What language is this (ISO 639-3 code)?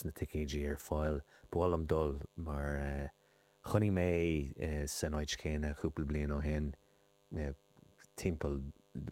gle